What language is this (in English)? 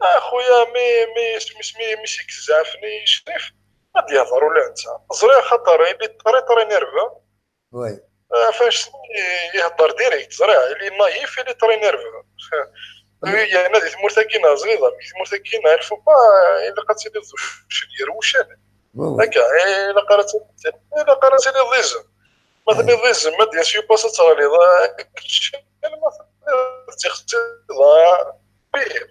Kabyle